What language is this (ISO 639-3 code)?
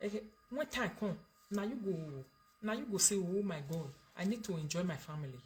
pcm